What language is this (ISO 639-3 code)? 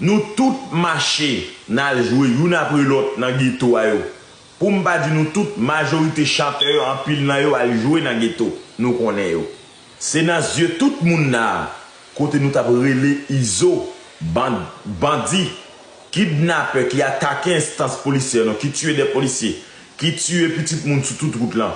hat